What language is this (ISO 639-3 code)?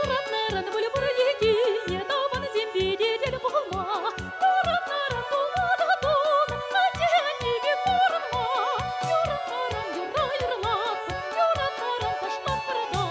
chv